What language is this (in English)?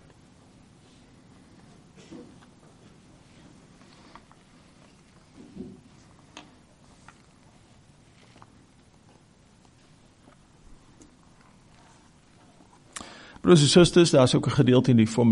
Afrikaans